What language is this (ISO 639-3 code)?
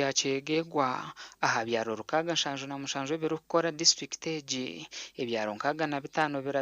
nyn